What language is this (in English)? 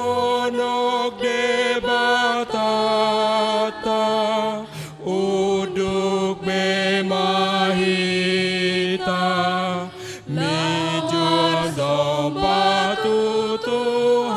Batak Toba